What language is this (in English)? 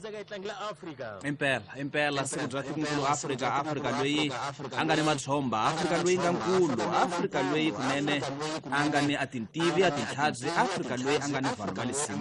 Tsonga